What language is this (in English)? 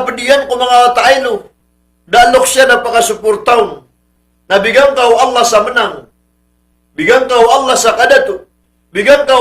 Maranao